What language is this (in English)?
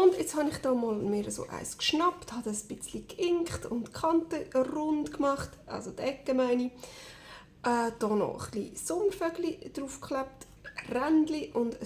Swiss German